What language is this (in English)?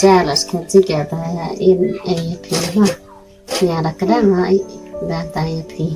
Khasi